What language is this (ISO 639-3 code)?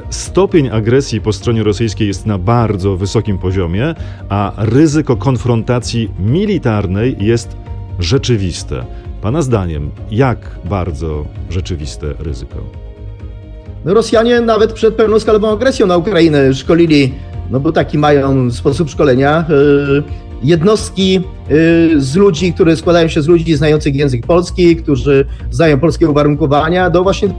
pol